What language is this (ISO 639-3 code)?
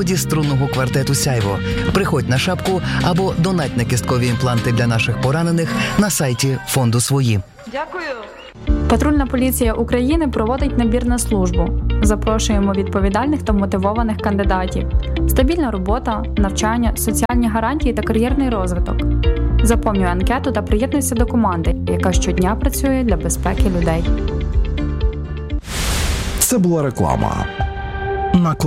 ukr